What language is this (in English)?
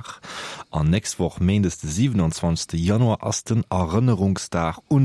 Luxembourgish